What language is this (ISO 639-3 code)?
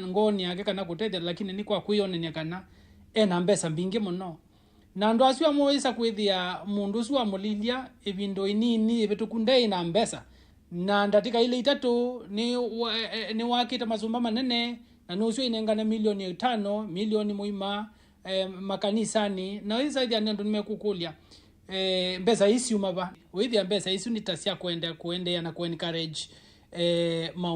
kam